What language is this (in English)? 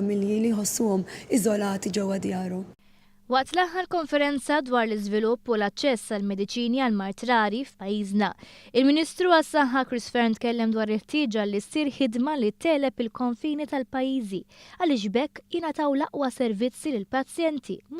Maltese